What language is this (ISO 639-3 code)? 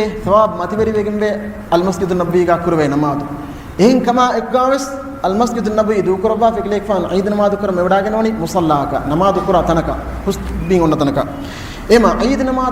div